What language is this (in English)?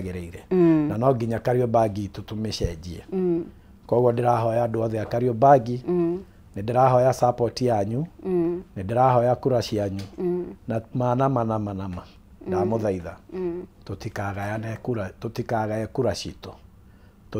Kikuyu